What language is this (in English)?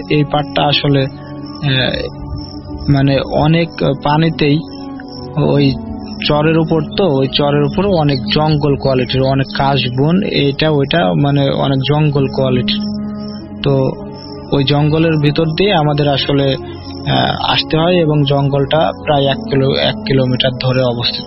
Bangla